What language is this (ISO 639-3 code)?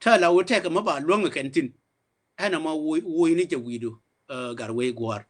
nus